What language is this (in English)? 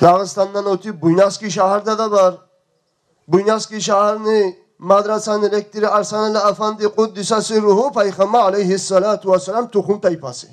Kumyk